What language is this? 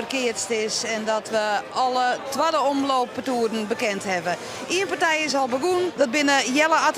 Western Frisian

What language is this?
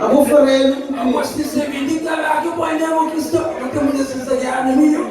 Kabuverdianu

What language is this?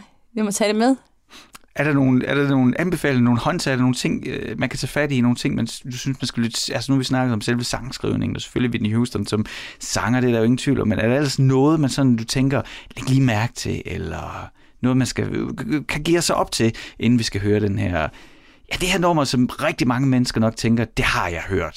Danish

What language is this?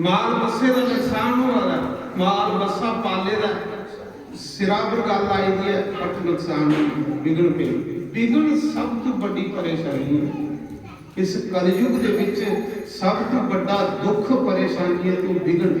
Dogri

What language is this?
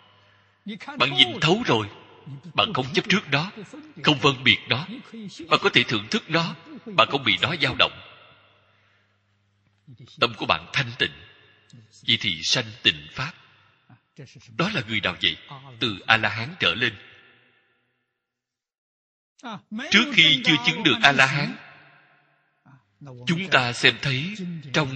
Vietnamese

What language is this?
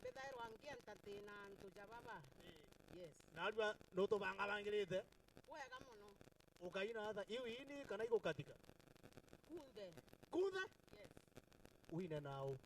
Meru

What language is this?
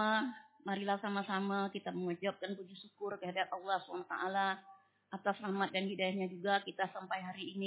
Indonesian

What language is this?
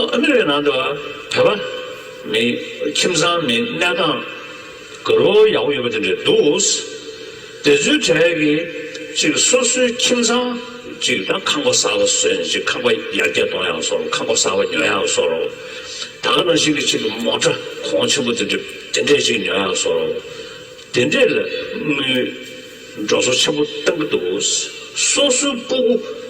Tibetan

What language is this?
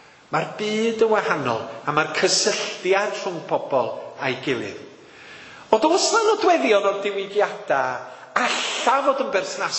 Welsh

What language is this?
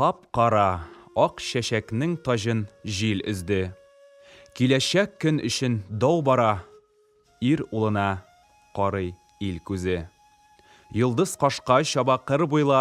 Tatar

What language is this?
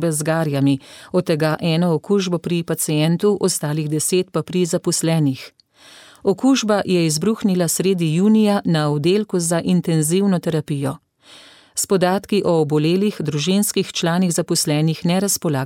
Slovenian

